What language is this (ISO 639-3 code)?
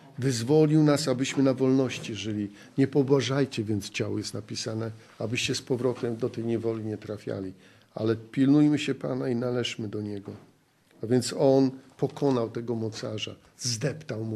pol